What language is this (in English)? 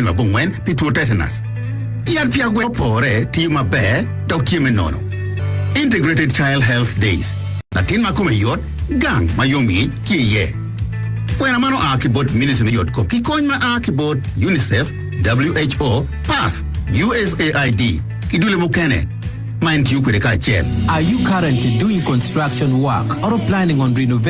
Acoli